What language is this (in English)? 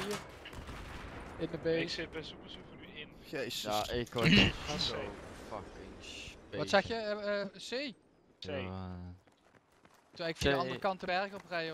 Dutch